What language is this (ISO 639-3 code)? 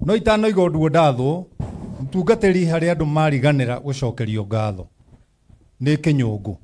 kik